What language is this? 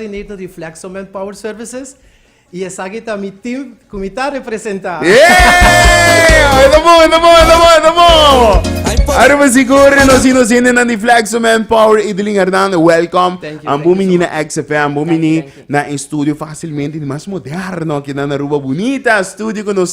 Papiamento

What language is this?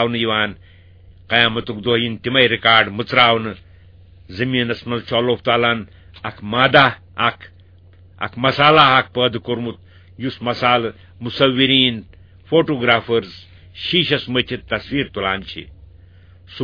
Kashmiri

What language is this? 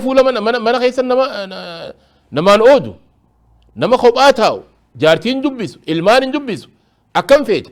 Oromo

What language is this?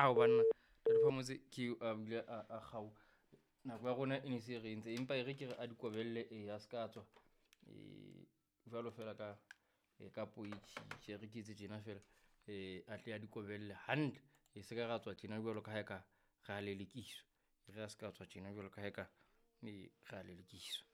Southern Sotho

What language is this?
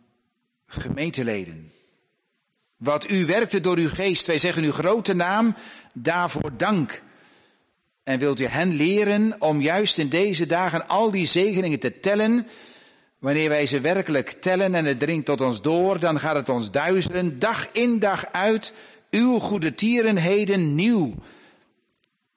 Dutch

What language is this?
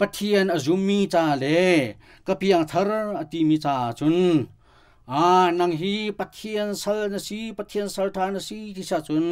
Hakha Chin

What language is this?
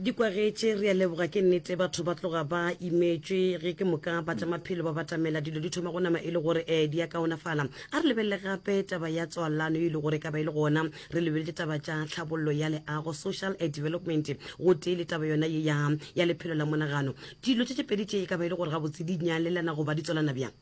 Northern Sotho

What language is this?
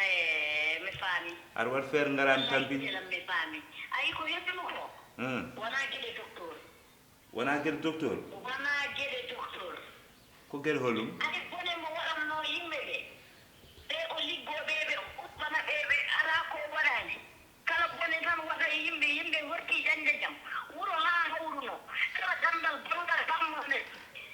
Fula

